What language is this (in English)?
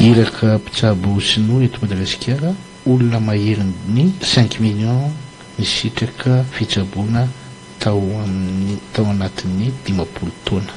Malagasy